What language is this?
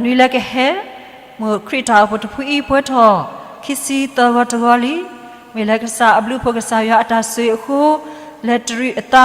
S'gaw Karen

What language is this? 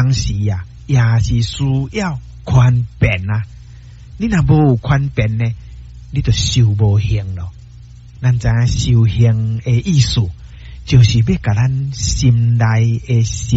Min Nan Chinese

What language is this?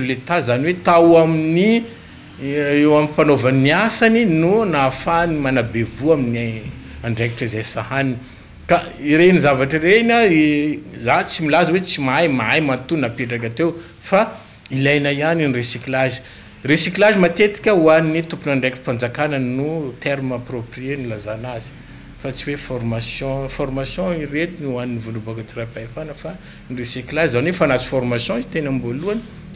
Malagasy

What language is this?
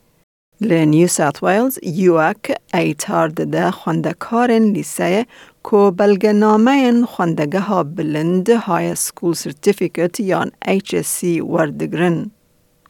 Kurdish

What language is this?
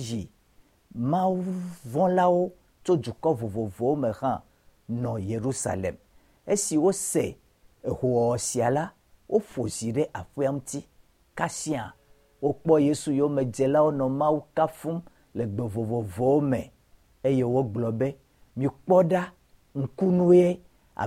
Ewe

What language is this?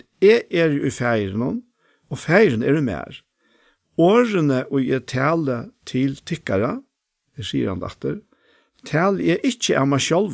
Faroese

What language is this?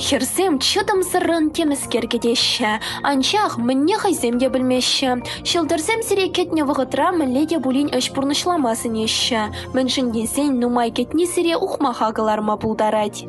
Chuvash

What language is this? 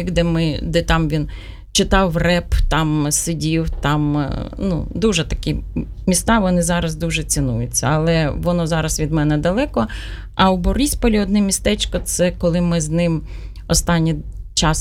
Ukrainian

